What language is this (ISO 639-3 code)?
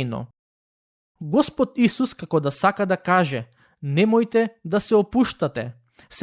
mkd